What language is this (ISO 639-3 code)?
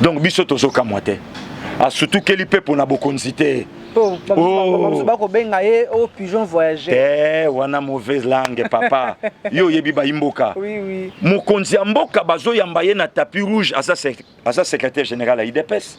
lin